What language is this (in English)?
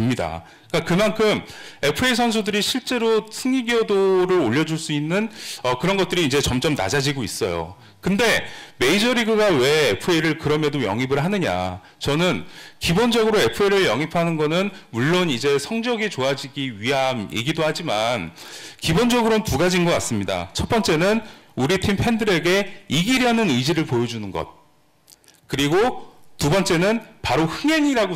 Korean